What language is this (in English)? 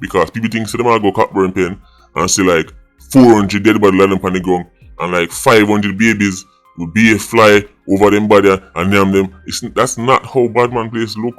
Jamaican Creole English